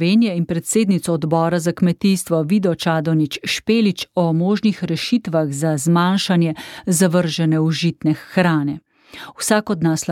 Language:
Slovenian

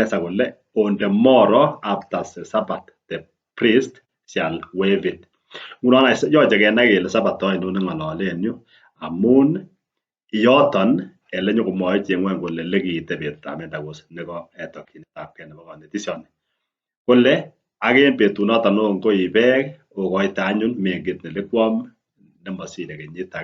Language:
Kalenjin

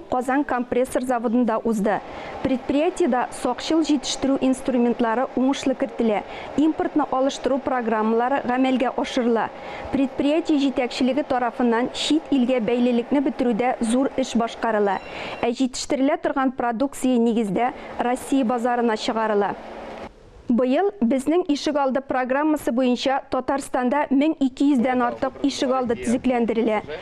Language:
Tatar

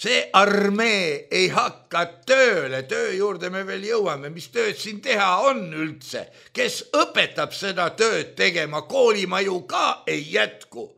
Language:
Estonian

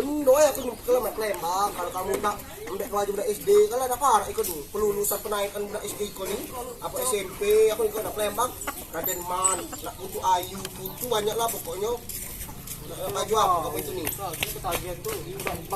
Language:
Musi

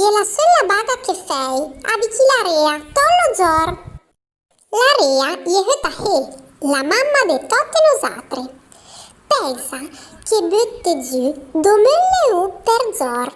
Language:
Arpitan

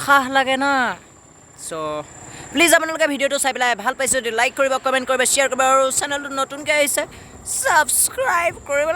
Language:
Assamese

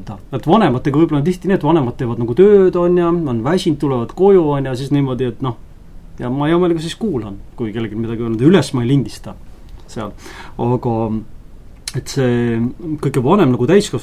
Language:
Estonian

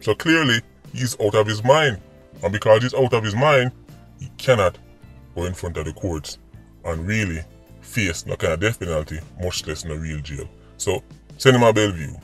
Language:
Jamaican Creole English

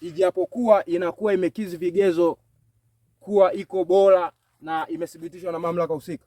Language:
Swahili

